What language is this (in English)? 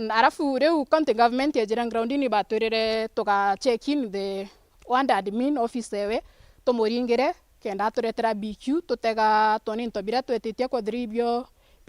Meru